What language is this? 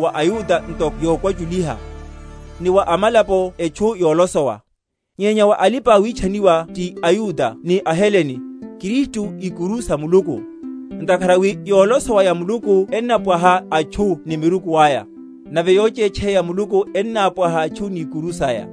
Makhuwa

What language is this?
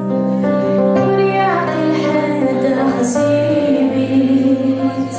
Kabyle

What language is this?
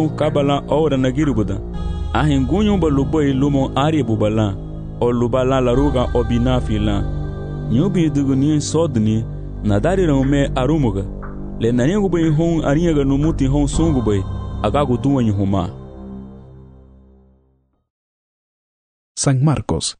Garifuna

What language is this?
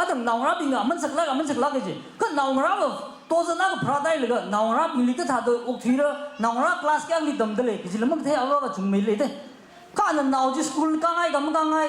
Tangkhul Naga (India)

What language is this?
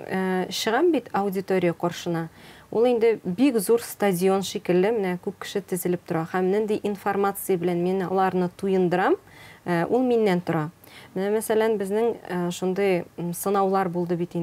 Tatar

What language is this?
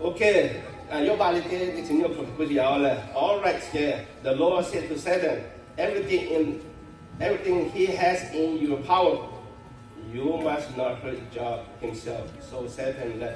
Lahu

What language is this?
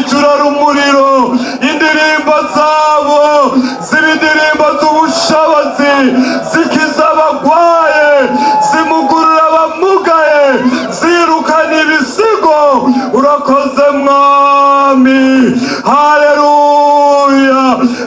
Rundi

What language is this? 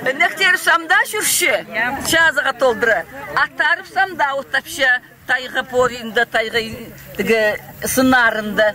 Khakas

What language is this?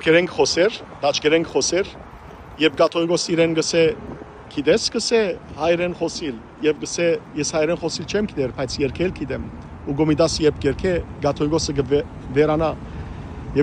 Western Armenian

